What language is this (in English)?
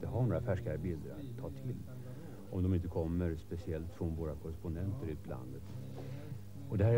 Swedish